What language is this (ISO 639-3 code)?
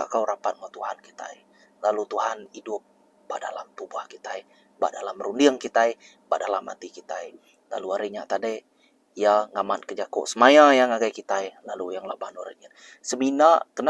iba